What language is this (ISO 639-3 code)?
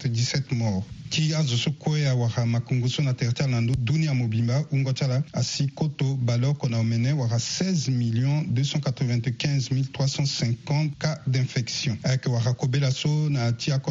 sag